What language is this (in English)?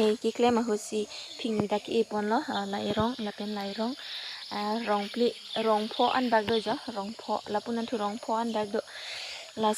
Karbi